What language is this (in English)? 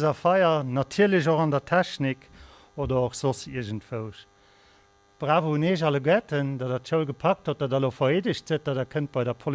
Luxembourgish